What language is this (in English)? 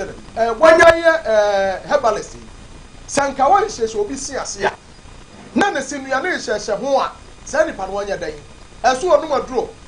Akan